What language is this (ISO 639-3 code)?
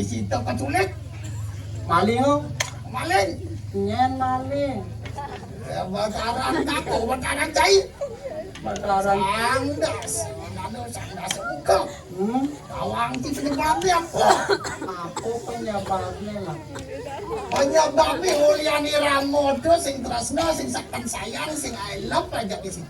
ban